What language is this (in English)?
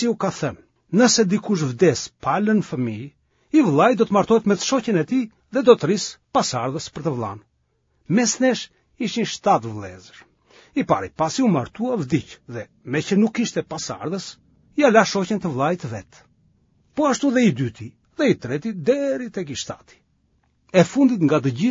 Albanian